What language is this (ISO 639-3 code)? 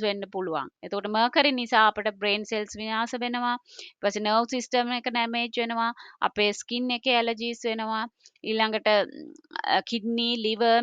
sin